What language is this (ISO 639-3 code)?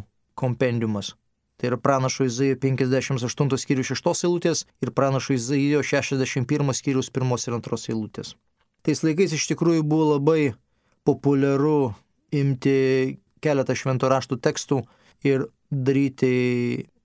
lit